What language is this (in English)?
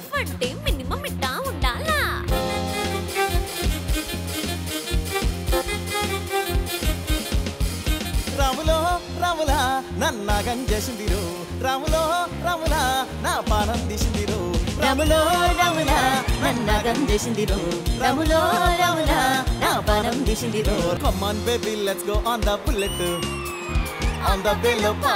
Telugu